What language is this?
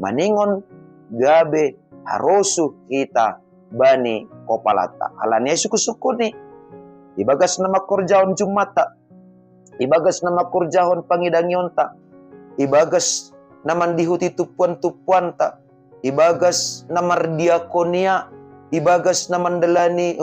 Batak Simalungun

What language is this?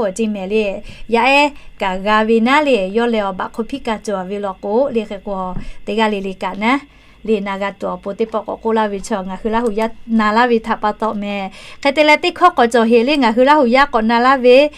Lahu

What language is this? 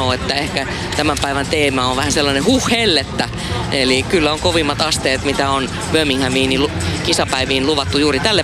Finnish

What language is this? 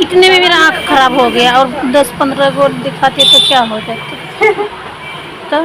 Santali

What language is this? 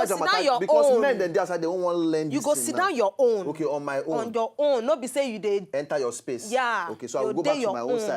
Nigerian Pidgin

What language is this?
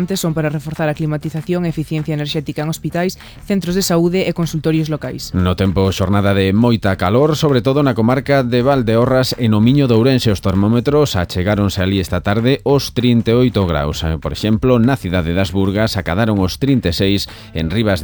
Galician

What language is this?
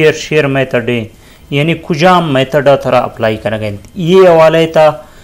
Eastern Balochi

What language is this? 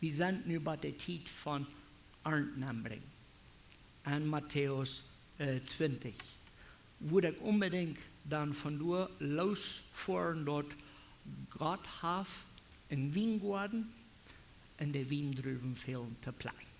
Plautdietsch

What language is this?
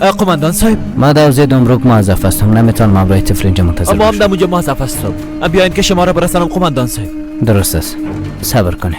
Persian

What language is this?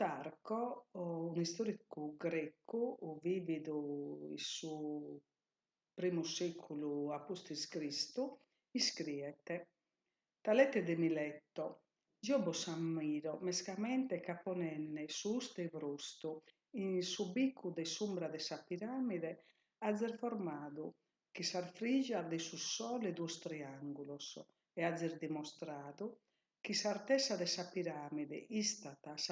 Sardinian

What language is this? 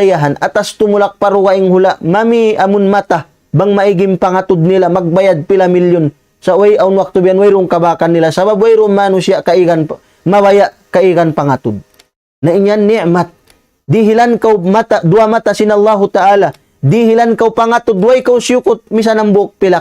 Tausug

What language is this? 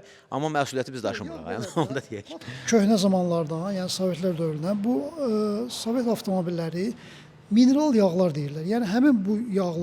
Azerbaijani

